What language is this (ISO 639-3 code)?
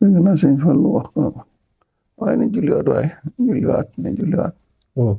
wol